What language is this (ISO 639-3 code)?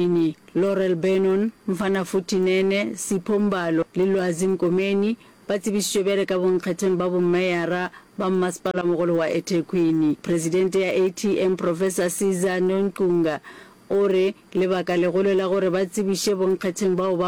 nso